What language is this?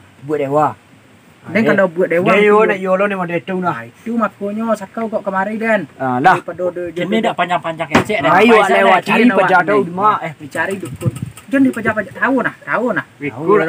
Minangkabau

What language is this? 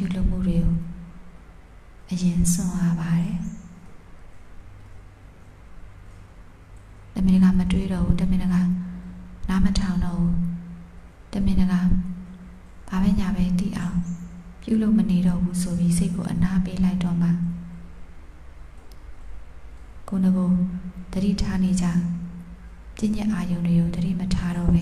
Burmese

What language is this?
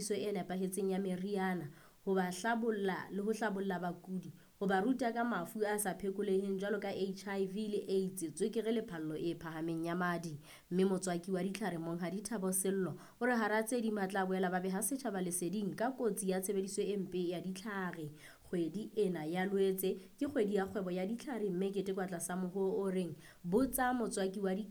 Southern Sotho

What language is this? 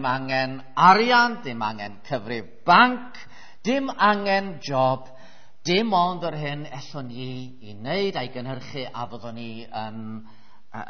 Welsh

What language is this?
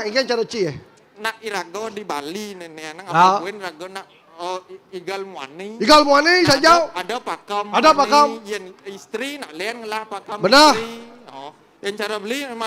Balinese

